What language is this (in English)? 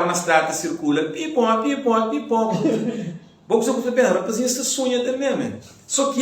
Kabuverdianu